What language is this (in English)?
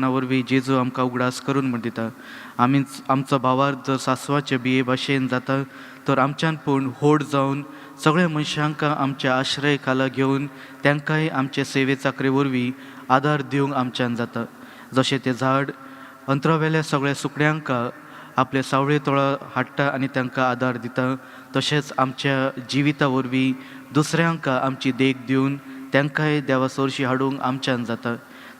Konkani